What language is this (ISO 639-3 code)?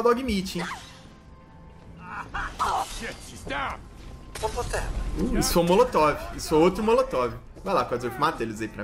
por